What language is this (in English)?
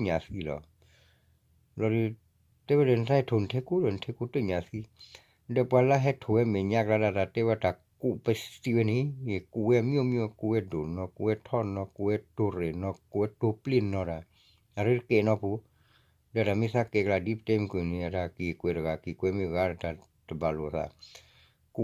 S'gaw Karen